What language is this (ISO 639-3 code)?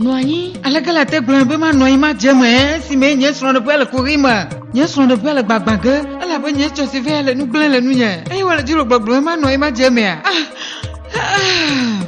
ewe